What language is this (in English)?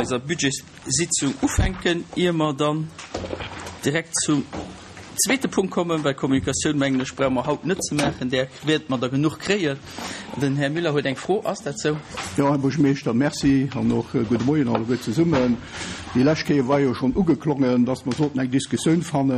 Luxembourgish